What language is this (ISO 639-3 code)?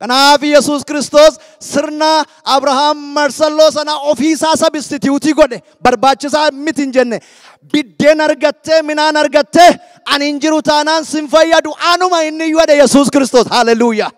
orm